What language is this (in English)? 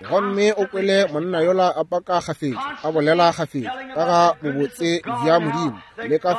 Northern Sotho